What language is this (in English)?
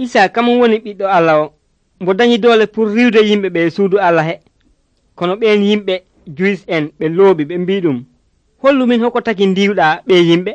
Nigerian Fulfulde